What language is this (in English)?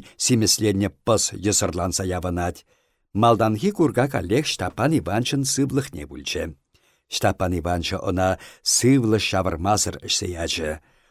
Chuvash